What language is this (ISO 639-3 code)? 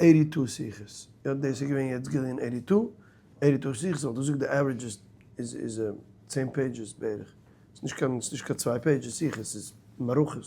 yid